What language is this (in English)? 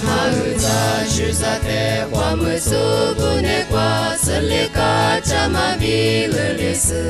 Lisu